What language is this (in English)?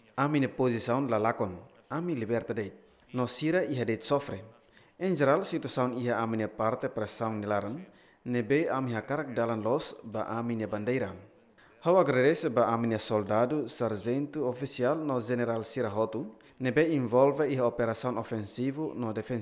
Tetum